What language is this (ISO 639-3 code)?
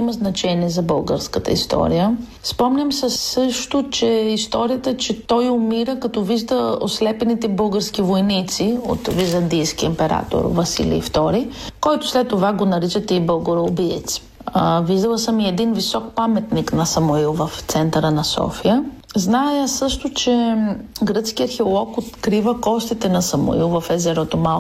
bul